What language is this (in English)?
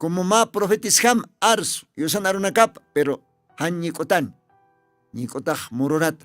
Aymara